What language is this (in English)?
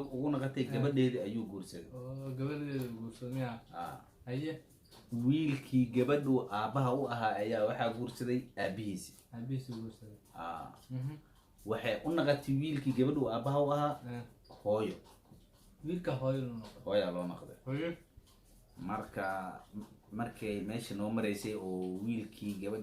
Somali